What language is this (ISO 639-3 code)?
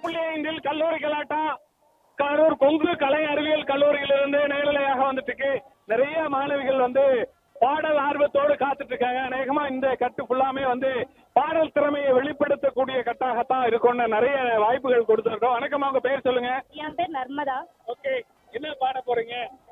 tam